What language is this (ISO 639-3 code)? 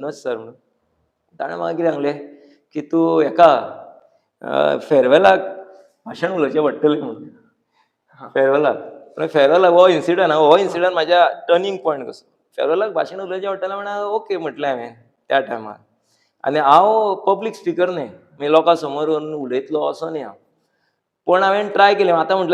kok